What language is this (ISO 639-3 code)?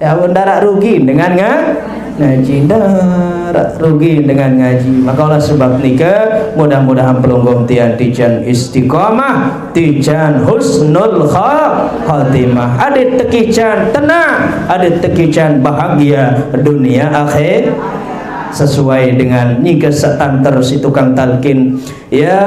sas